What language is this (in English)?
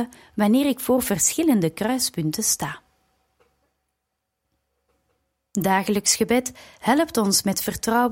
Dutch